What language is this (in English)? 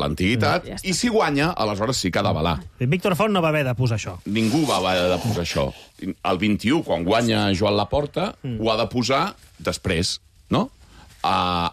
Catalan